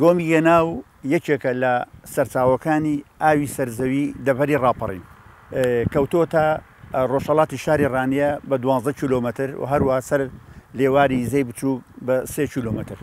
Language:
Central Kurdish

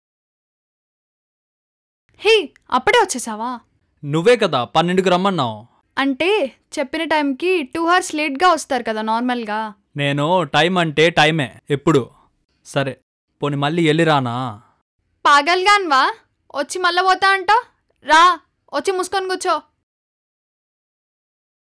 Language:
Telugu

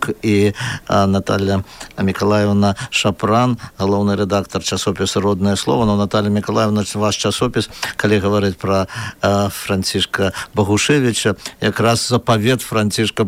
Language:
Belarusian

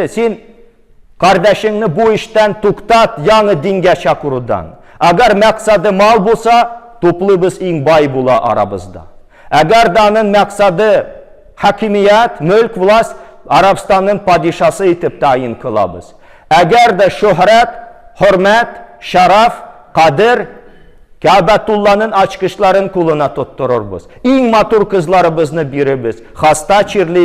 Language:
Tatar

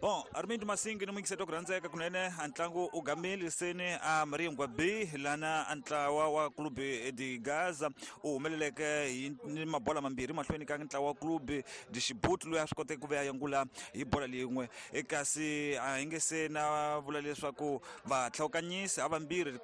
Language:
Tsonga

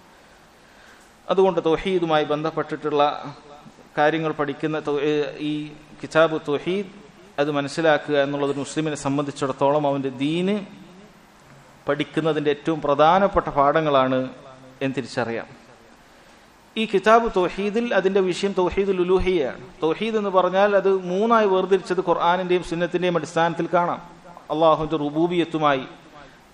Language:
Malayalam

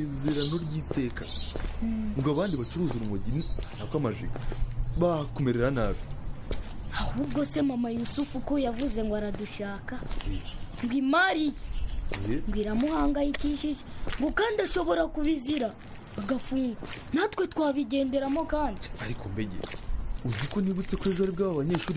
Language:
Kinyarwanda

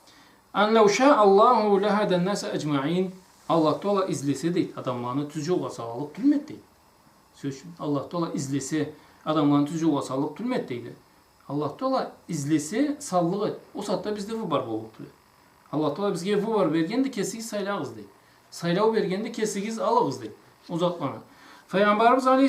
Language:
Karachay-Balkar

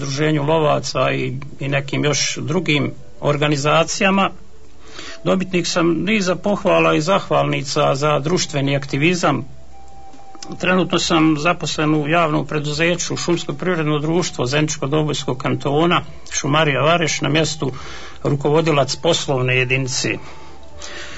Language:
Bosnian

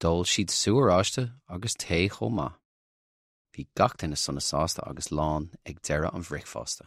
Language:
Irish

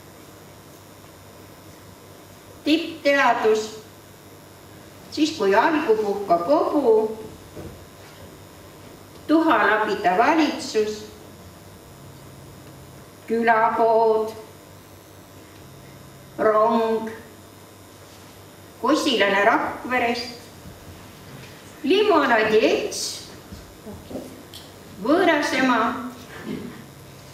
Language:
Estonian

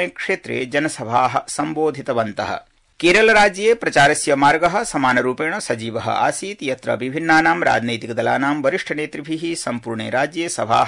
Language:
Sanskrit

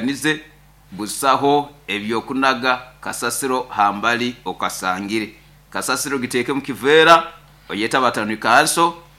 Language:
Nyoro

